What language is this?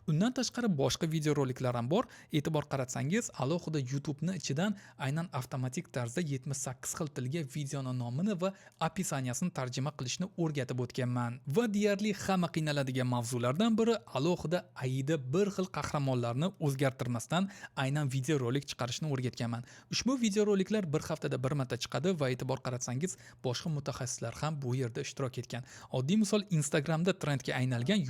Uzbek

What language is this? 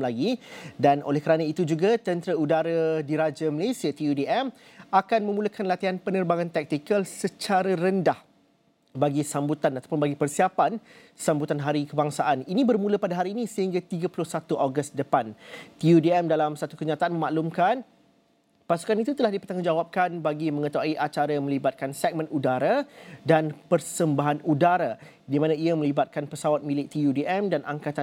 Malay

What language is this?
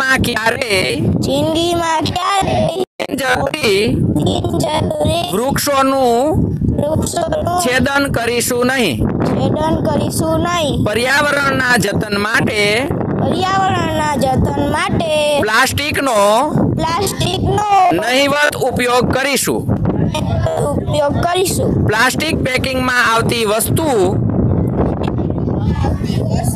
Gujarati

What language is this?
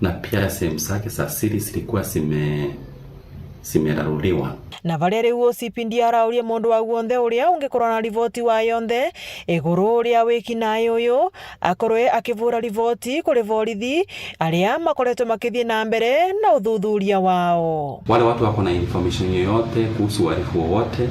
Meru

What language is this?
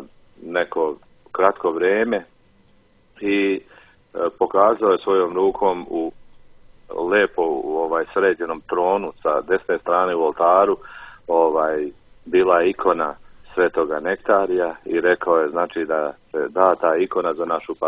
Croatian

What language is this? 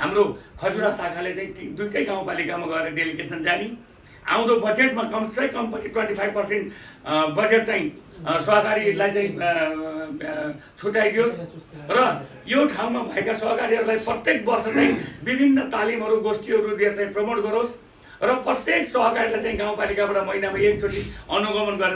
Nepali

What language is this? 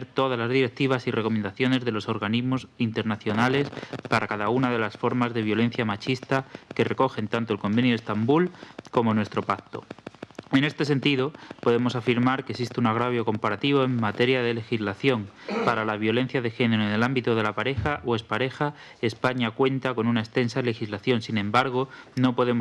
Spanish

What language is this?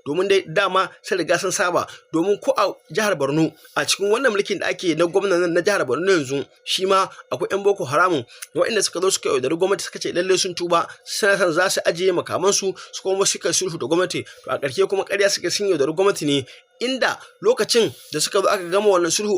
Hausa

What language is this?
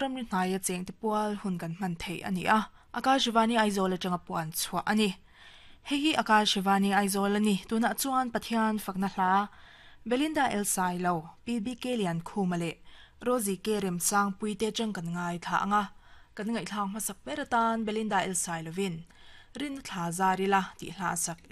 Mizo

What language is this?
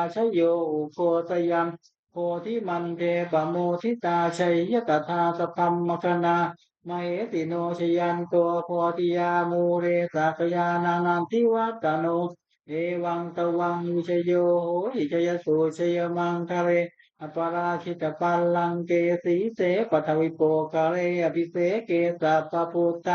Pali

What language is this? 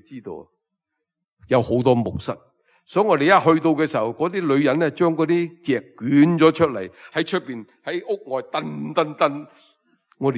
Cantonese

